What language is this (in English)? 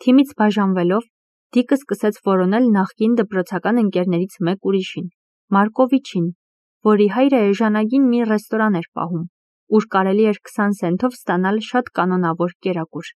Armenian